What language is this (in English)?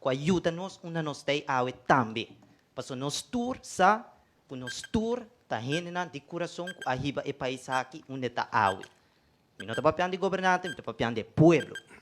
Papiamento